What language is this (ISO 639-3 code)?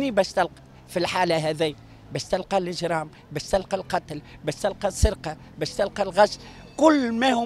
aeb